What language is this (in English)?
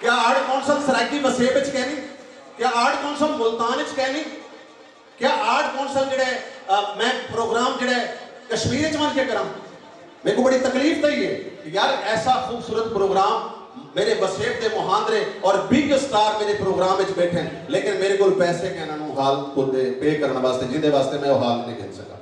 Saraiki